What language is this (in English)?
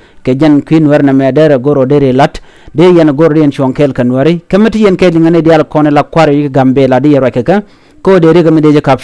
Nuer